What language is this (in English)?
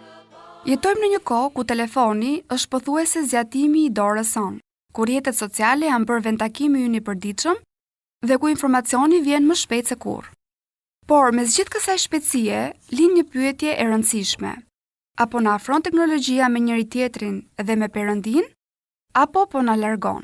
Albanian